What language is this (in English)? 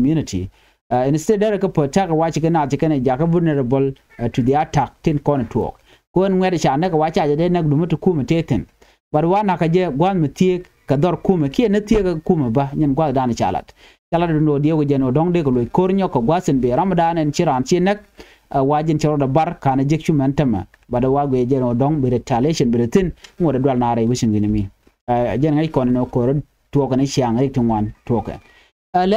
Nuer